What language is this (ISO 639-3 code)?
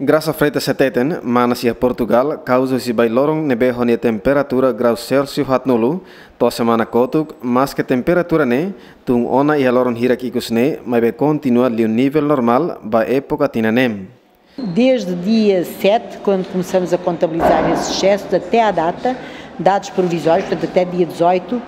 tet